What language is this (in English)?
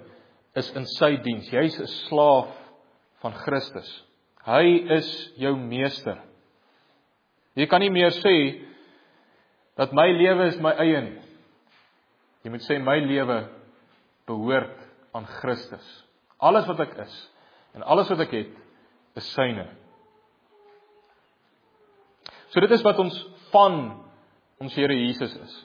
Afrikaans